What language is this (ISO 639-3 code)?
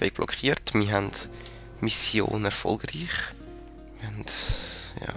gsw